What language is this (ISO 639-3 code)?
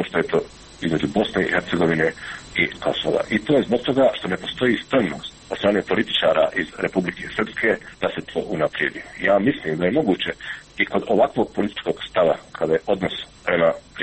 srp